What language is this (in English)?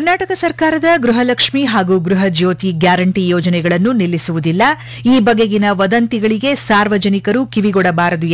Kannada